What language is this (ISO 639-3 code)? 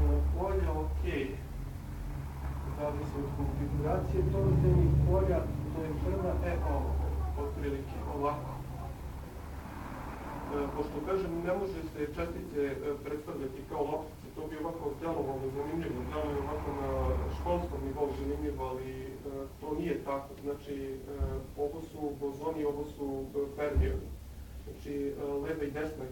srp